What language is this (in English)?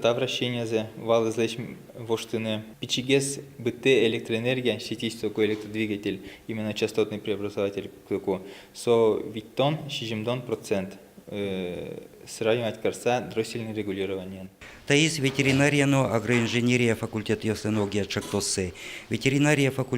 Udmurt